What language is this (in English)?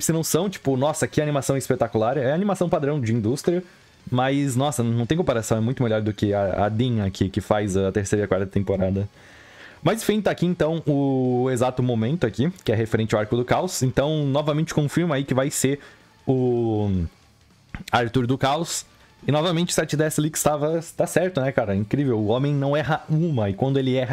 Portuguese